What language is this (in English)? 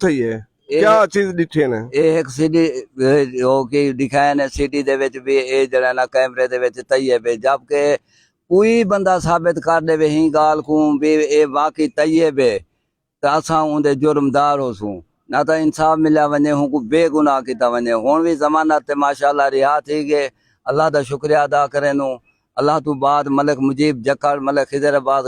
Saraiki